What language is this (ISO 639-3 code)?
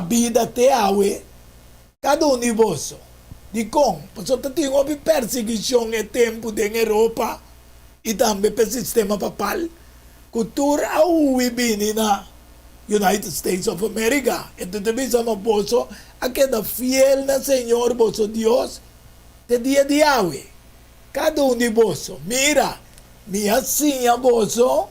pap